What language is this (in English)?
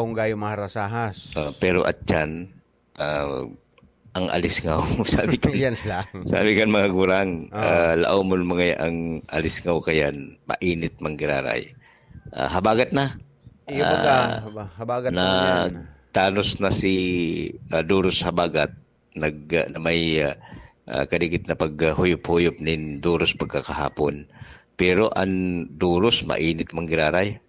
Bikol